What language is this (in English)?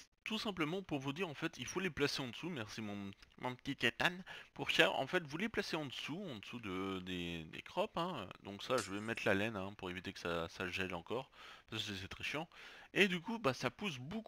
French